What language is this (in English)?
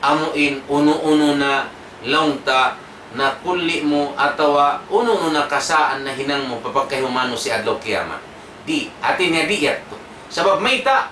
Tausug